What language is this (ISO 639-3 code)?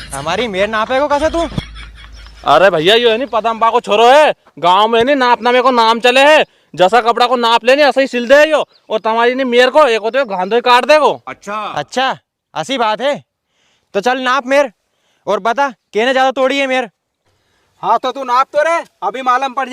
raj